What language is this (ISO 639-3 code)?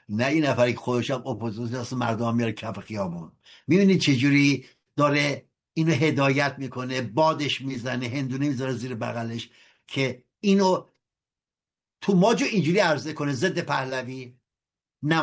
fas